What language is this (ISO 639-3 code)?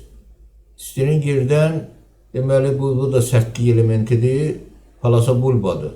aze